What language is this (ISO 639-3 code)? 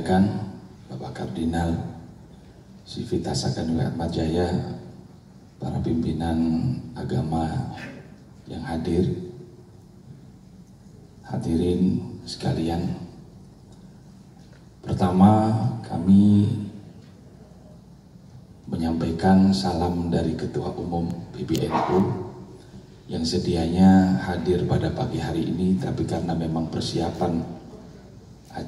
ind